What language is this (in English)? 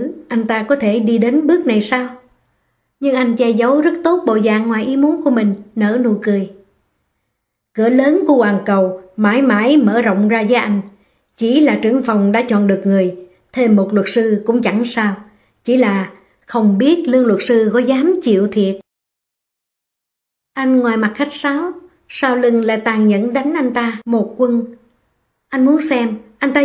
Vietnamese